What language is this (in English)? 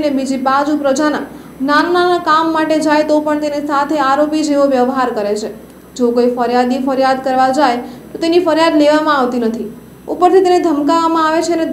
Gujarati